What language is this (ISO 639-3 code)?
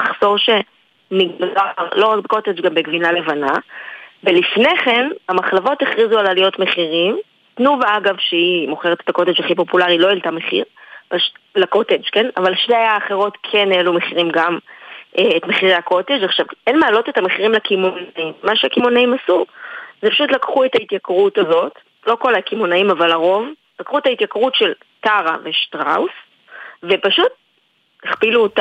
heb